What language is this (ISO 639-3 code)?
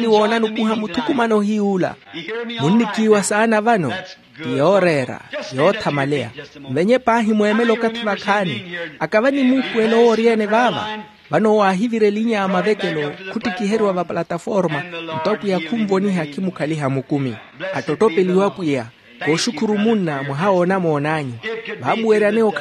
vmw